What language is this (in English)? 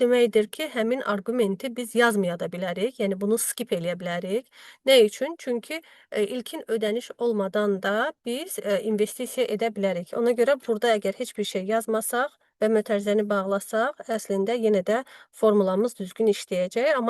Azerbaijani